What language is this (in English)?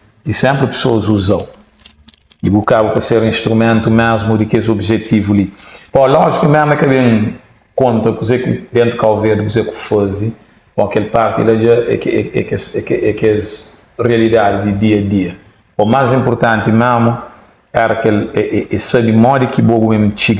Kabuverdianu